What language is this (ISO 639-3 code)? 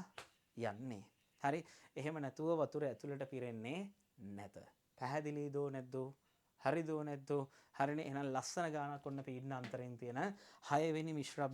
sin